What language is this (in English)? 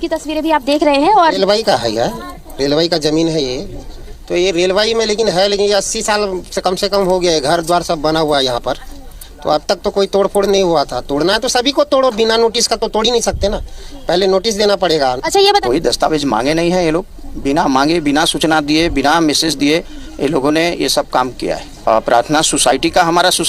Bodo